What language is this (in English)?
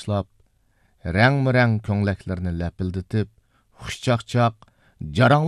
Uyghur